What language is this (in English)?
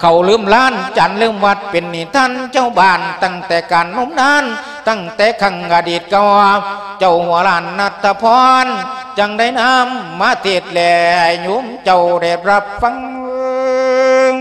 Lao